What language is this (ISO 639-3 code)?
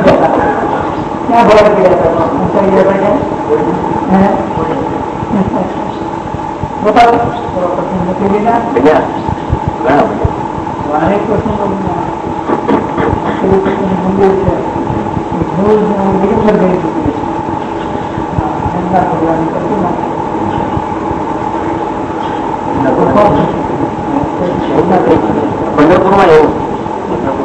guj